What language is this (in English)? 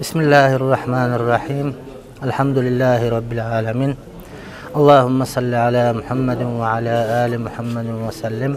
Kumyk